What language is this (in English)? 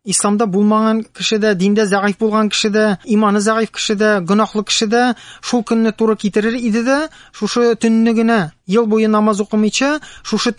Tatar